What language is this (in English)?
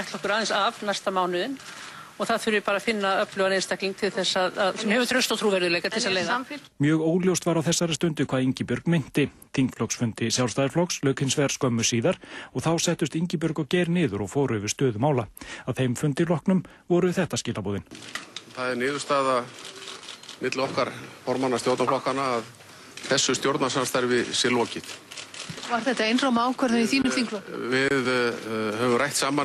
Icelandic